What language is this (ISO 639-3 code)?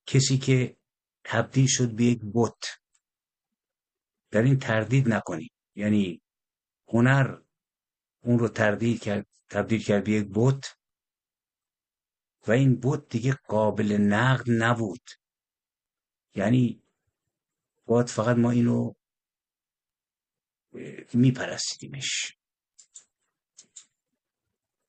fas